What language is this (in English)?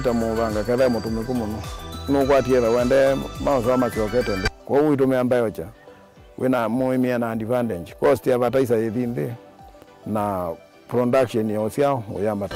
Kamba